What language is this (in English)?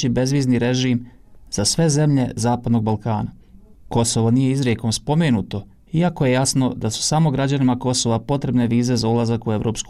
Bosnian